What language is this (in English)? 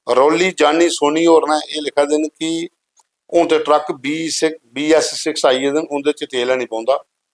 Dogri